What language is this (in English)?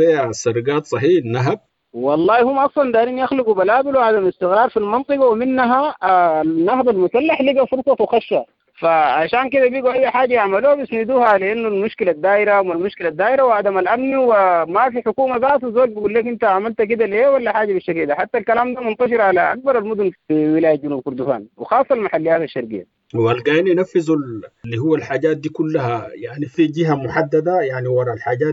Sudanese Arabic